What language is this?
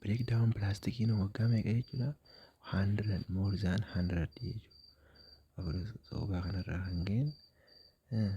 Oromo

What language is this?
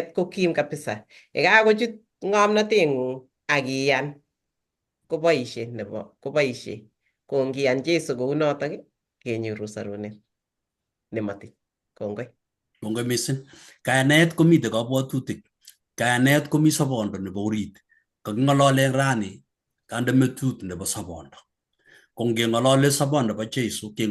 Kalenjin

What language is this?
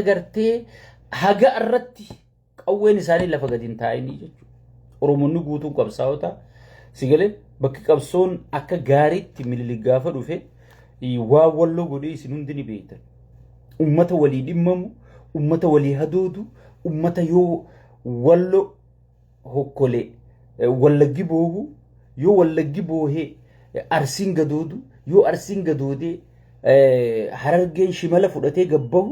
Oromo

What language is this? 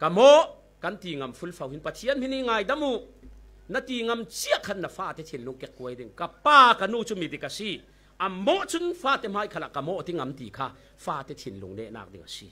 Falam Chin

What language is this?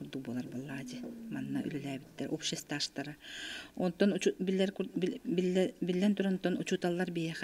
Yakut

